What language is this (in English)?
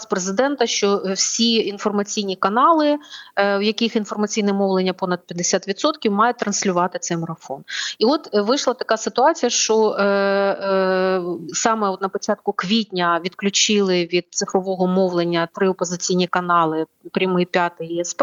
Ukrainian